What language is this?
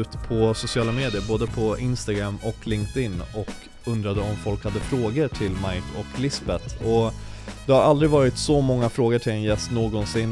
Swedish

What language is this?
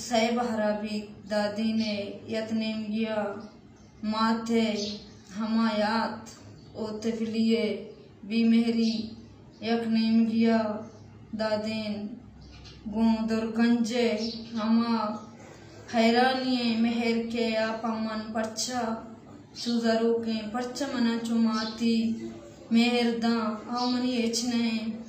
Baluchi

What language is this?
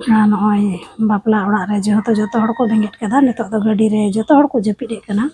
Santali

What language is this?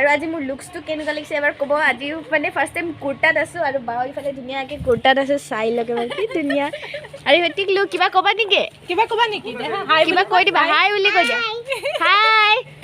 Assamese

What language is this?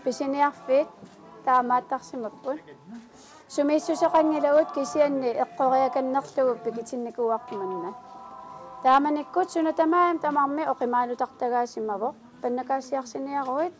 Kalaallisut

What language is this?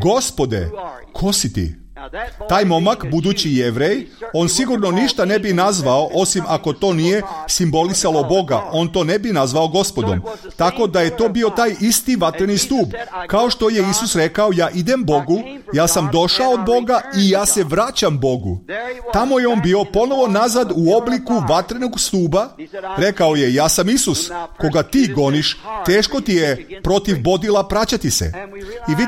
Serbian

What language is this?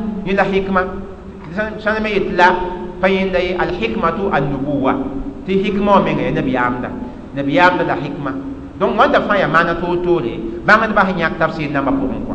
Mossi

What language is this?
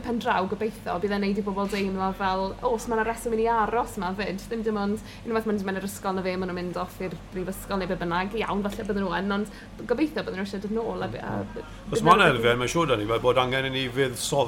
Welsh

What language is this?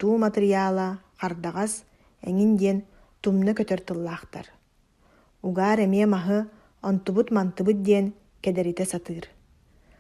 Yakut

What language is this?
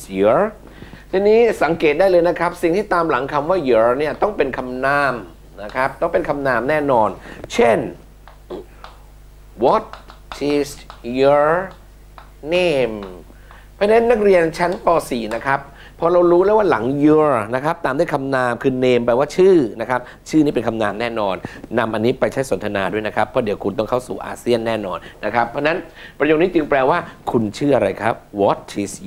Thai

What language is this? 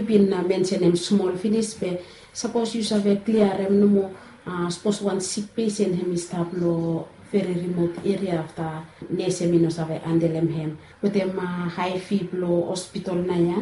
Bislama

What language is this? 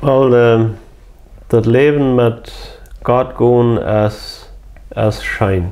Plautdietsch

